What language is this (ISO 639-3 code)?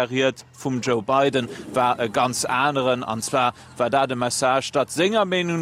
ltz